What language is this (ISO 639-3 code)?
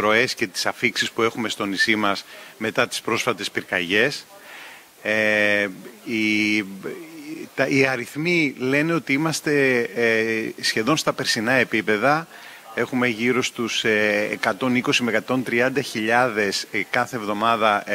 ell